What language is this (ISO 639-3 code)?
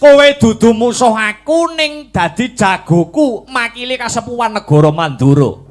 jav